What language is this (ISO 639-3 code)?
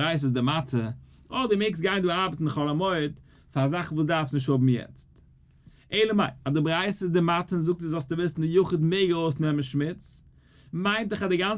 yid